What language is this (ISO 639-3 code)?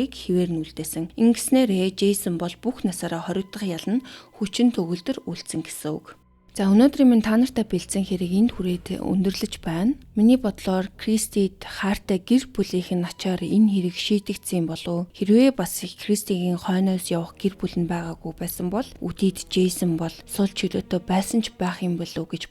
mon